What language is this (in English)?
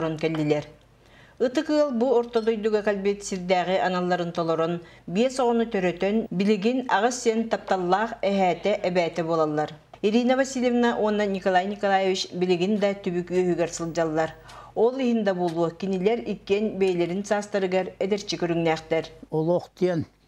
Yakut